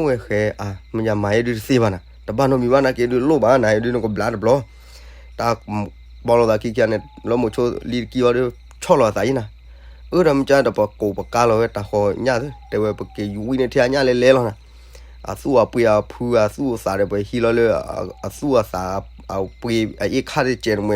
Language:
S'gaw Karen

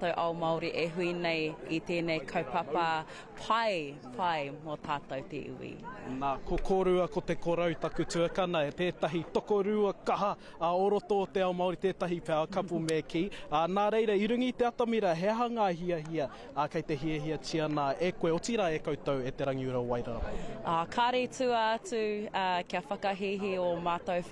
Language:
Māori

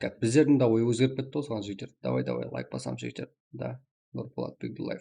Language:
Kara-Kalpak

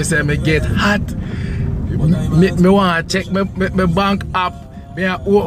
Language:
Jamaican Creole English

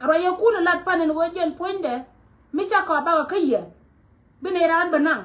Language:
Nuer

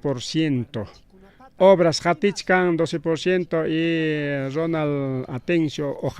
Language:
Ayacucho Quechua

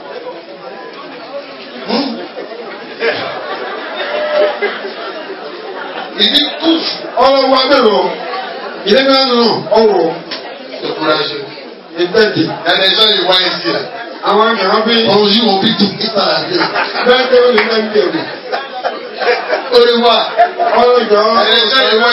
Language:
French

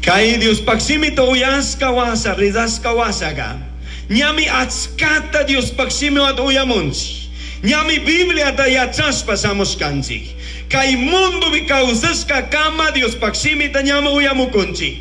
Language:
Chimborazo Highland Quichua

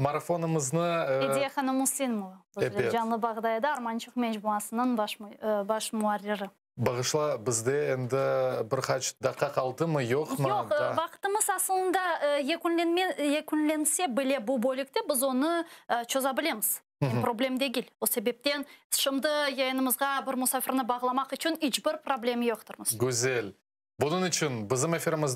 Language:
Crimean Tatar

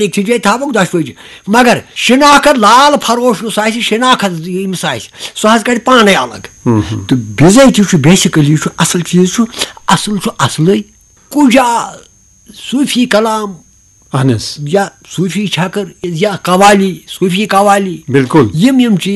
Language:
Kashmiri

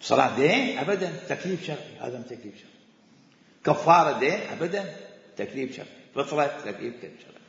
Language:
Mesopotamian Arabic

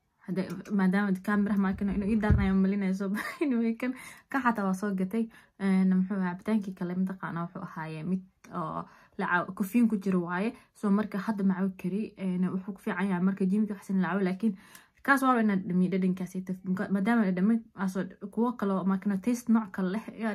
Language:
Somali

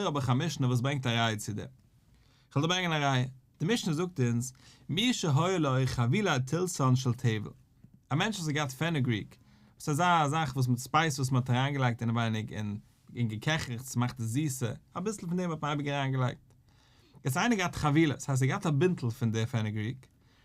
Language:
Yiddish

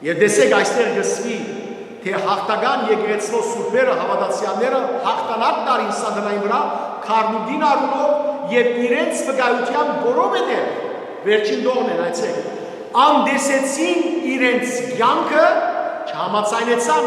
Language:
Western Armenian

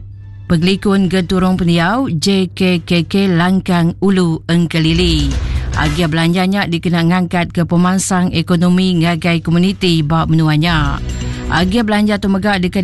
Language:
Iban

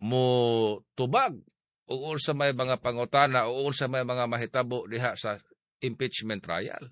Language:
Cebuano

